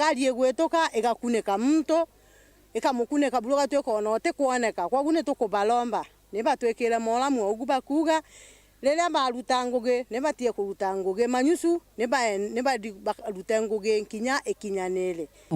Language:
Meru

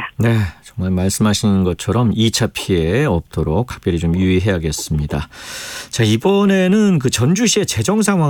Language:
Korean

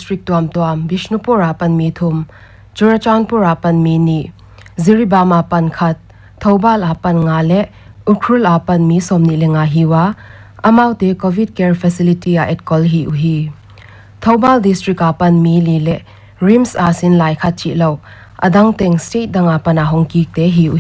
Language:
Paite Chin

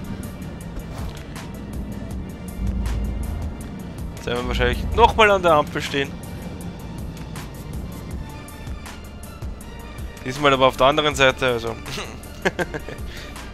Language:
German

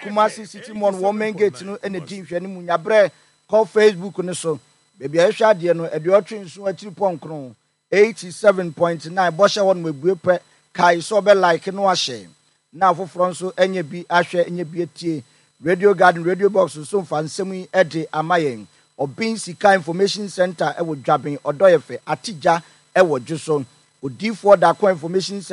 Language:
Akan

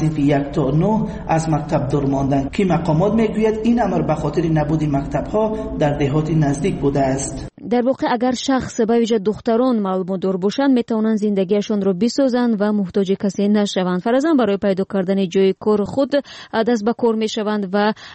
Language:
Tajik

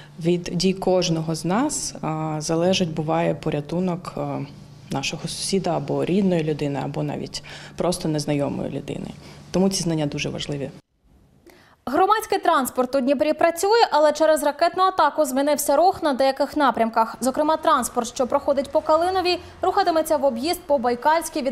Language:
Ukrainian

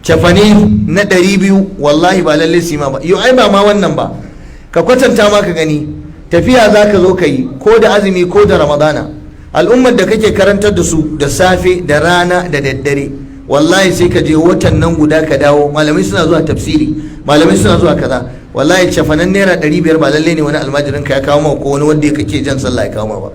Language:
Hausa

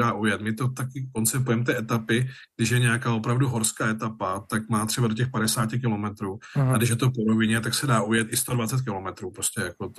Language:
Czech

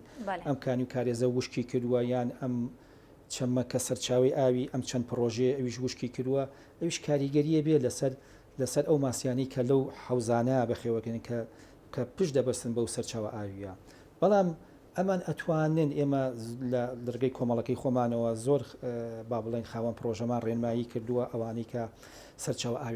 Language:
Central Kurdish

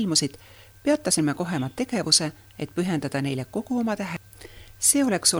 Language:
Estonian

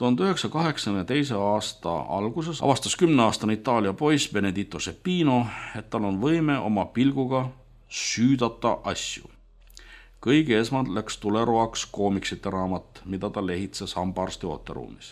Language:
Estonian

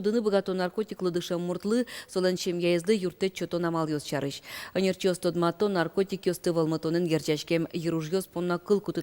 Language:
Udmurt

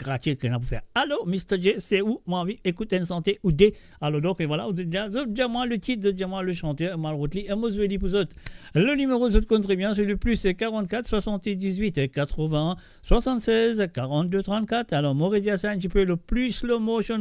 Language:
Morisyen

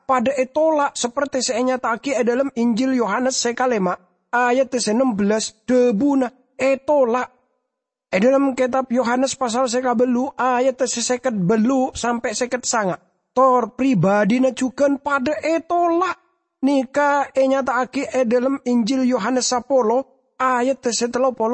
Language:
Madurese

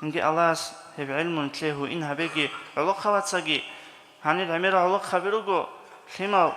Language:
Avaric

